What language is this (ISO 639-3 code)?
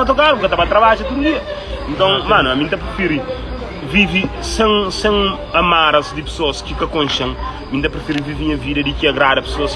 kea